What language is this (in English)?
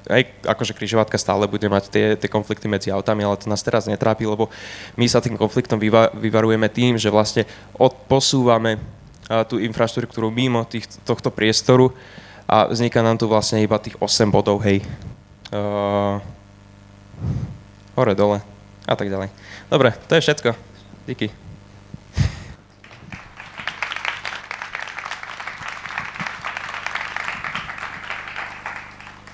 Slovak